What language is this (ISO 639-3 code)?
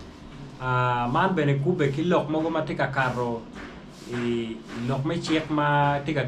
ach